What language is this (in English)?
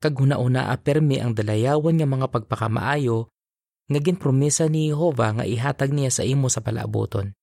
Hiligaynon